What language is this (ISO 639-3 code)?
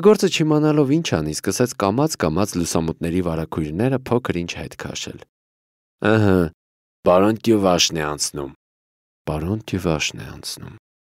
hye